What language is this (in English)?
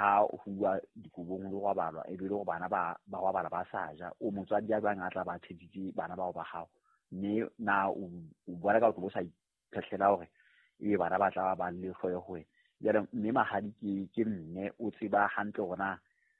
Southern Sotho